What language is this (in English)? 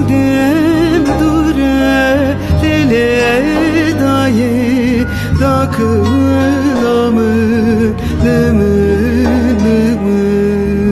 Kurdish